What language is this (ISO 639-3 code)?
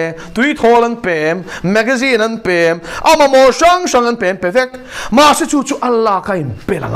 lus